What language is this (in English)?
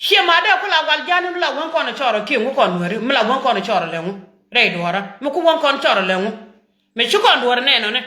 Nuer